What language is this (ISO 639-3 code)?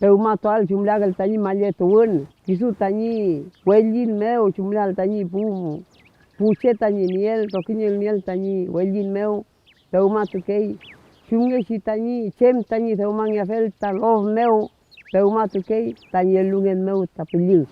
arn